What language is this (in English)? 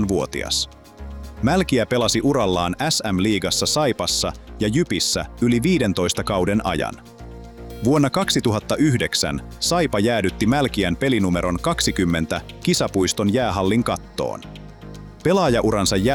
Finnish